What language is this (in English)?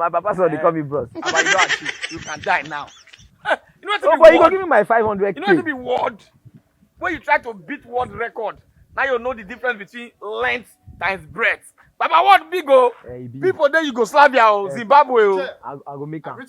Nigerian Pidgin